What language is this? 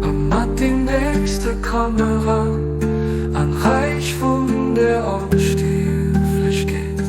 Luxembourgish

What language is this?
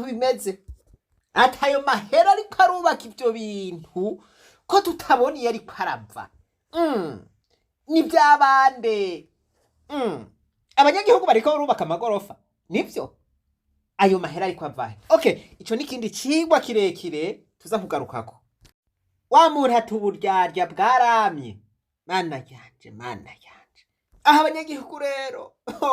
Rundi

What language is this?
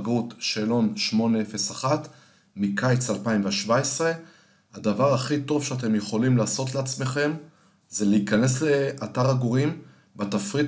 Hebrew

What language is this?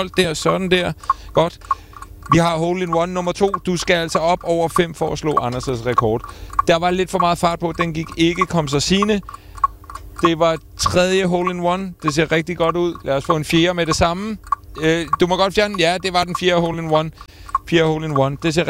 Danish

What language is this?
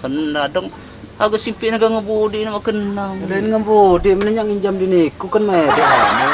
Lampung Api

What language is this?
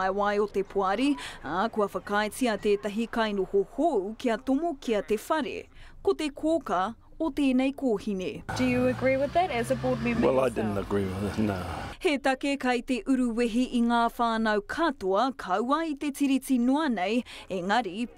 Māori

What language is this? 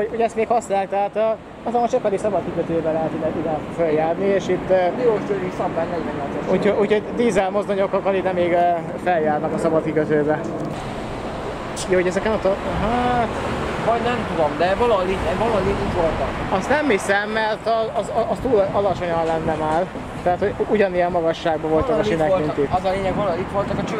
Hungarian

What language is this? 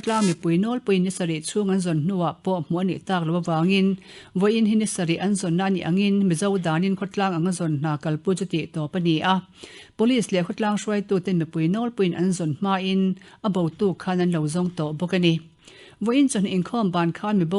Mizo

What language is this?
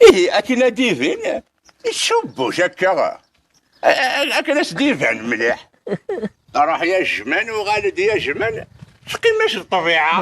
Kabyle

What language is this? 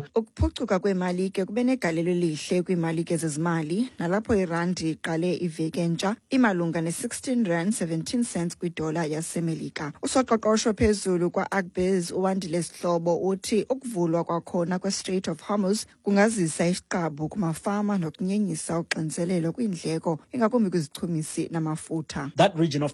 Xhosa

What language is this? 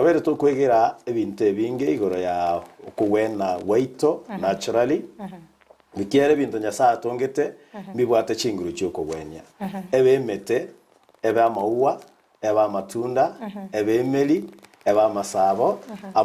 Gusii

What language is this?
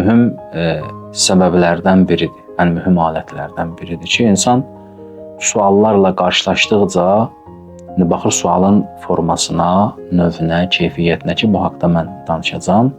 Azerbaijani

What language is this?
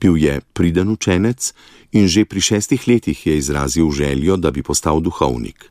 Slovenian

